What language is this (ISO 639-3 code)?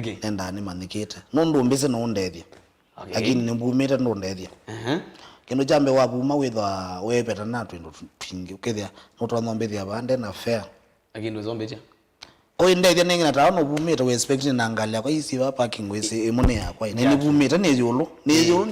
kam